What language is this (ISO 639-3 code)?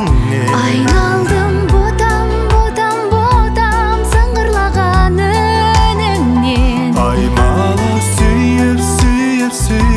kaz